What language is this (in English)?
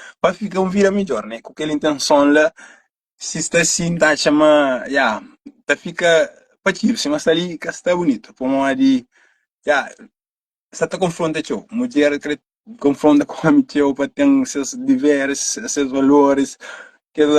Kabuverdianu